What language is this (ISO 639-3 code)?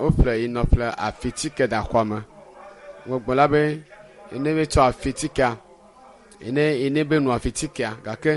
ewe